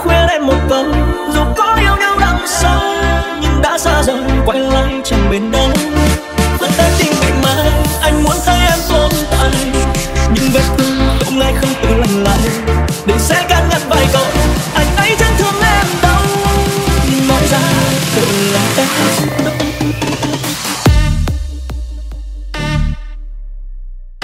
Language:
Vietnamese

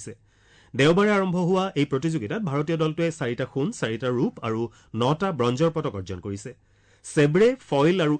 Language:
Assamese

